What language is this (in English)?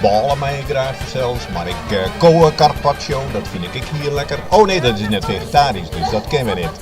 Western Frisian